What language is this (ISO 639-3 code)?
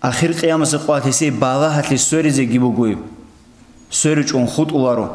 ava